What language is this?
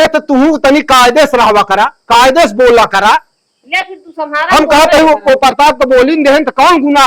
Awadhi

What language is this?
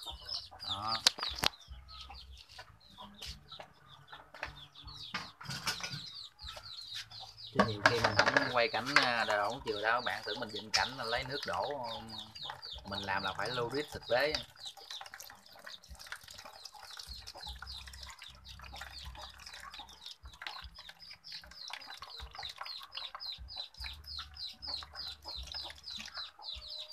Vietnamese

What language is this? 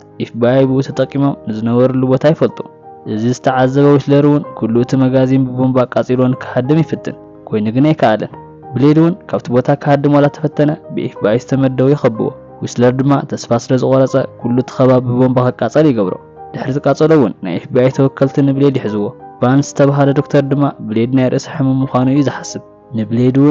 Tigrinya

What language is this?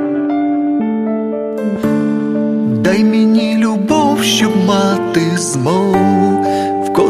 Ukrainian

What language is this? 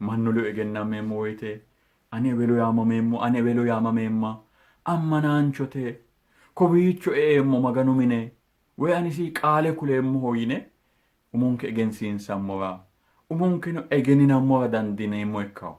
Sidamo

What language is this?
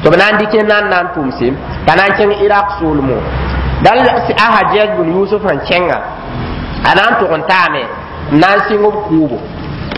Mossi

